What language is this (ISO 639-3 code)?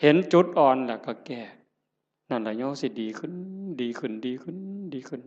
tts